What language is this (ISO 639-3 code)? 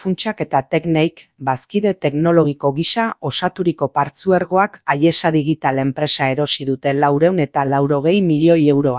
eus